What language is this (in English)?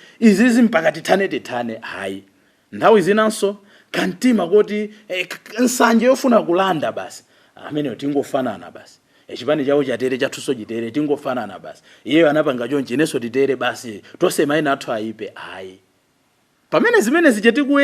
Nyanja